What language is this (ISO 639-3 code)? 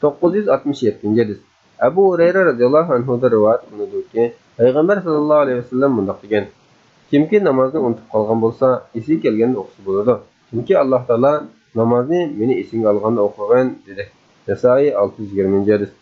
uig